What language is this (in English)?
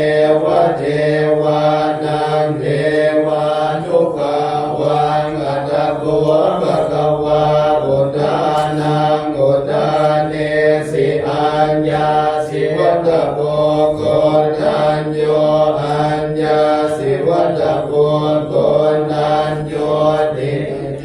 Pali